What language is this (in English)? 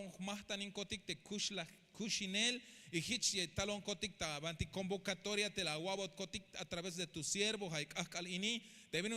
Tzeltal